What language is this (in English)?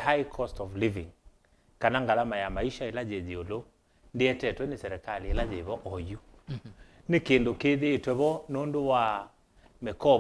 Kamba